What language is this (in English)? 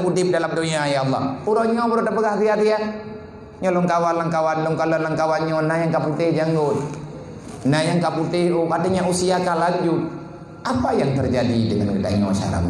Achinese